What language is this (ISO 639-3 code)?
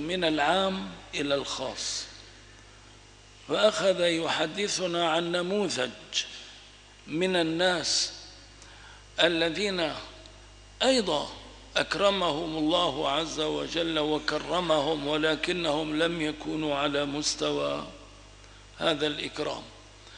ara